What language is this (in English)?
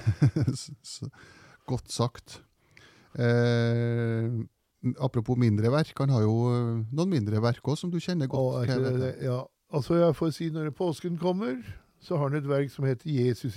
Norwegian